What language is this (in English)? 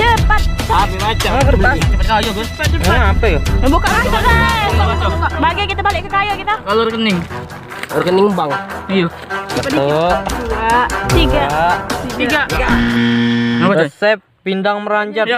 Musi